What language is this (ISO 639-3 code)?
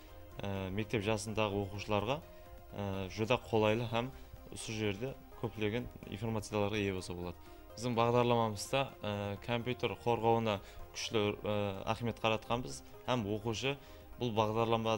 kaa